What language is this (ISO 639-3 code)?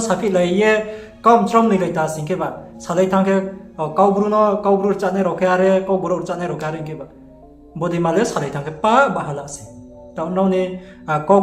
ria